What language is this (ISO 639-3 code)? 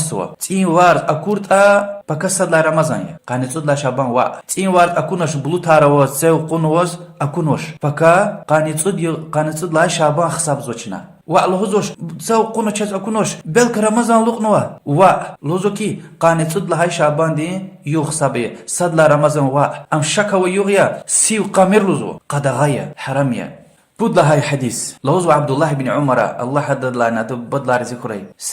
lez